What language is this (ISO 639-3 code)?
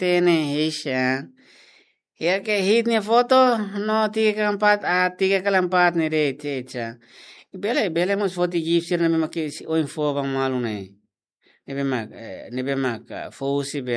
tet